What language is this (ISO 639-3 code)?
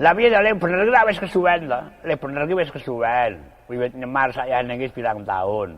jav